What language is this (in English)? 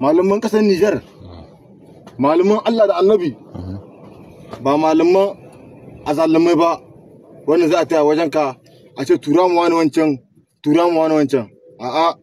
Hausa